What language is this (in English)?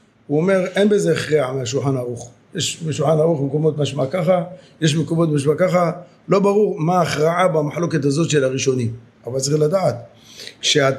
Hebrew